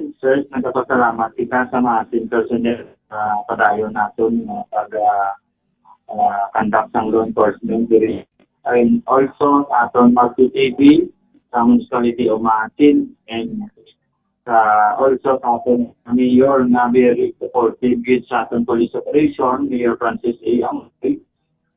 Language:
Hiligaynon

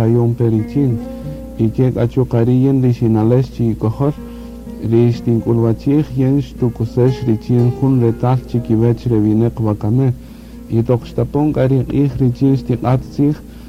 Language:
Kaqchikel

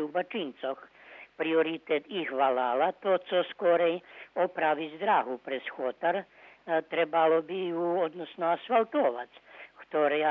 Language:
Rusyn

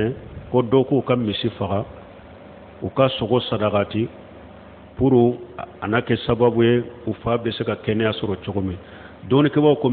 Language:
Bambara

